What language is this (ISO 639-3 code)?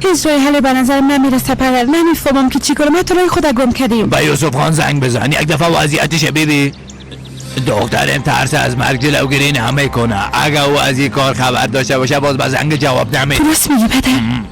fas